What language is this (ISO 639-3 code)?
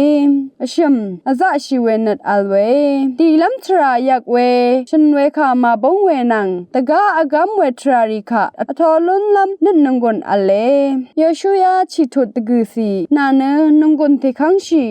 raw